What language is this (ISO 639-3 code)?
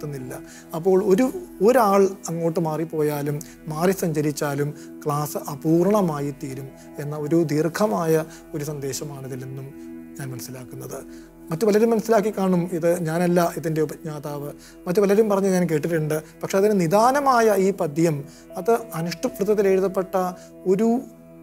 mal